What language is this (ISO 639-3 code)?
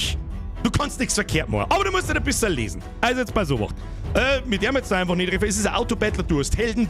bar